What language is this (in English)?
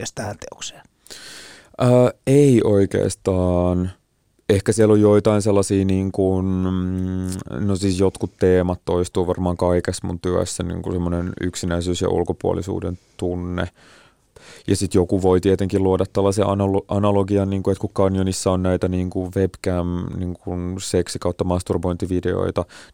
Finnish